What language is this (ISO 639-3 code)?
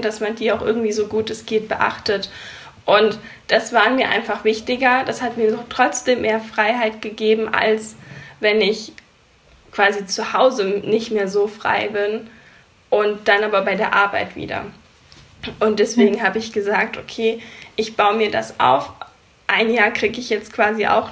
deu